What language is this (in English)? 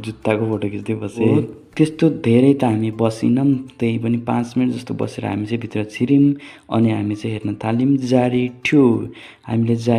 Nepali